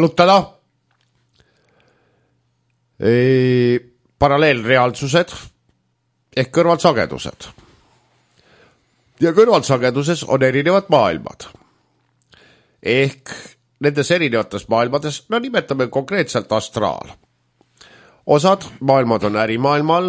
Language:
Estonian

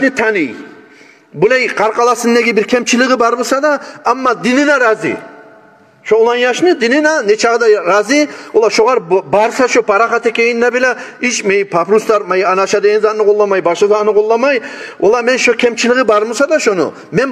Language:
Kumyk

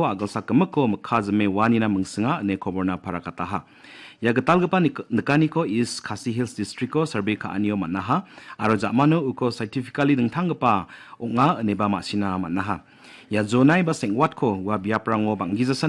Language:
Garo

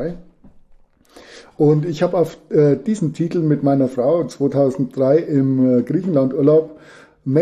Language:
German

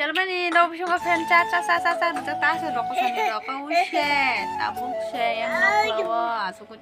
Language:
Kok Borok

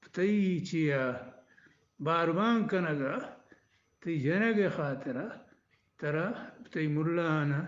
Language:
Eastern Balochi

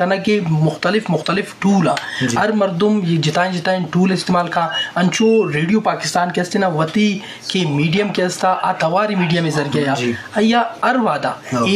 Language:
Eastern Balochi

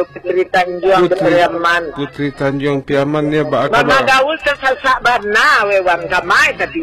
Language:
Minangkabau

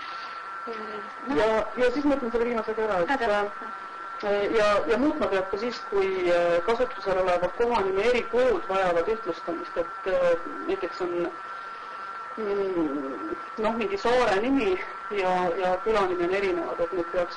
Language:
Estonian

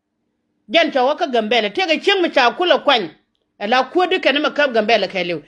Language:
Nuer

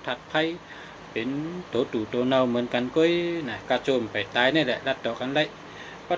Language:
Shan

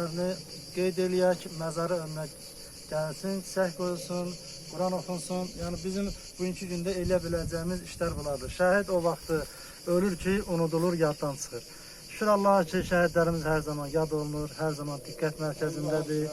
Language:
Azerbaijani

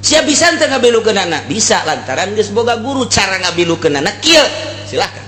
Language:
Sundanese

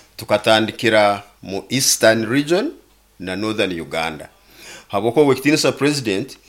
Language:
Nyoro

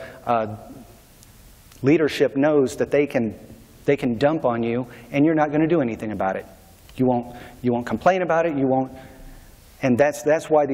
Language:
English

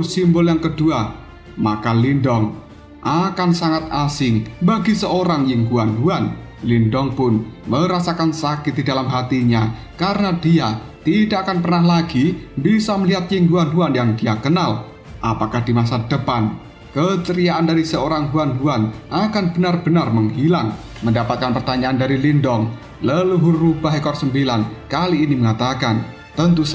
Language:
Indonesian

